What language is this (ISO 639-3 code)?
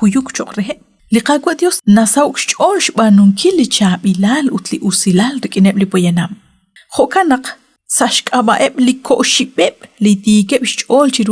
kek